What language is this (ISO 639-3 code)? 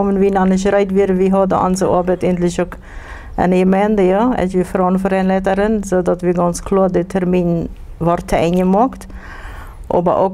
pdt